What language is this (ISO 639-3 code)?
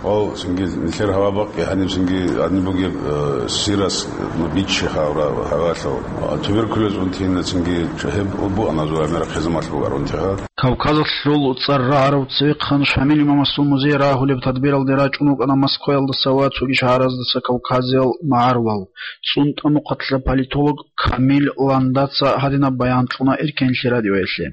ava